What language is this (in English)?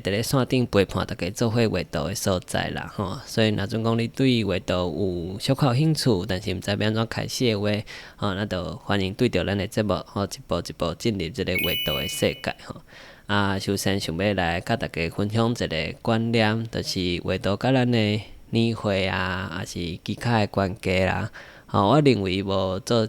Min Nan Chinese